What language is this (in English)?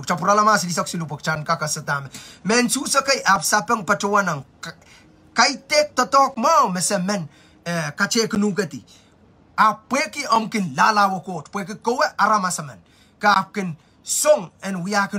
Pohnpeian